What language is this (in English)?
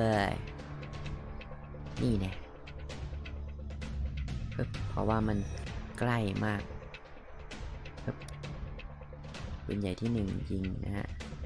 Thai